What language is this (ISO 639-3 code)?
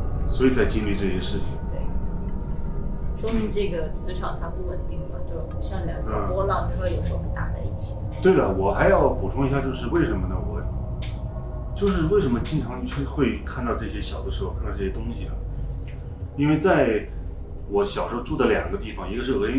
zho